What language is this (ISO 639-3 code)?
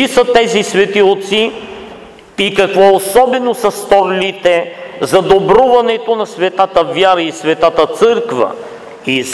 bul